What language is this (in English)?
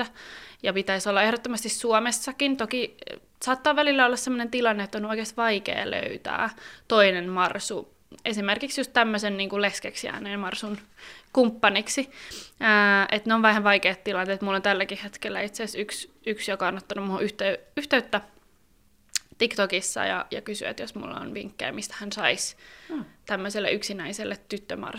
Finnish